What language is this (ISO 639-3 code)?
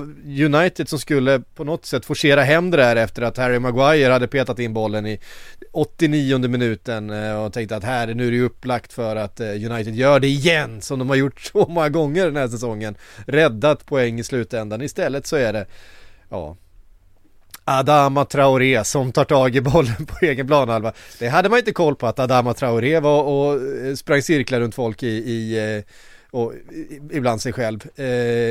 swe